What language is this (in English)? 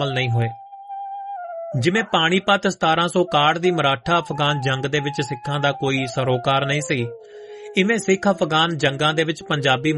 Punjabi